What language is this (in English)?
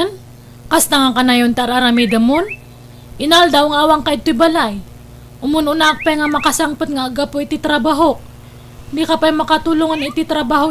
Iloko